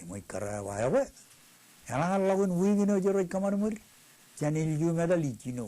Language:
Marshallese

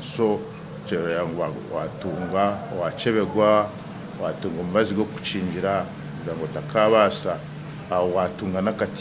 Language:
Nyankole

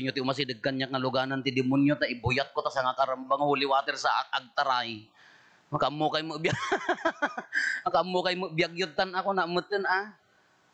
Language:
Iloko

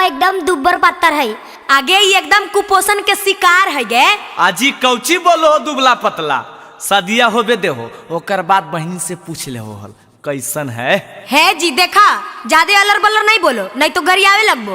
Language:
Magahi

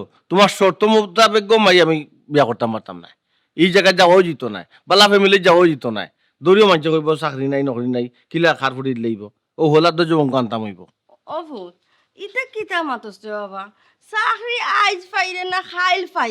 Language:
Sylheti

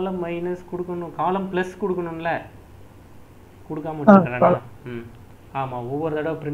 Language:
Tamil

